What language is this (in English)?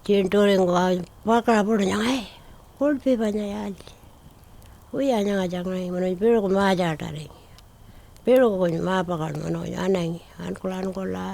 Pitjantjatjara